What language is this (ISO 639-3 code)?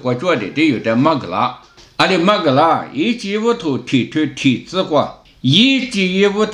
lis